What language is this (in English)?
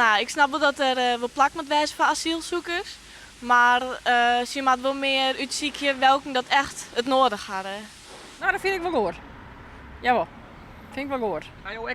Western Frisian